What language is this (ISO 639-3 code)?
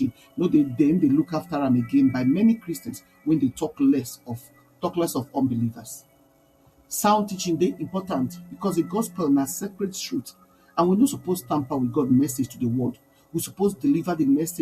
pcm